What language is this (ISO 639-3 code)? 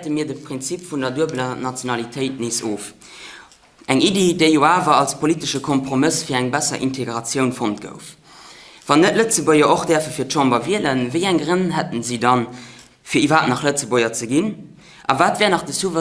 ltz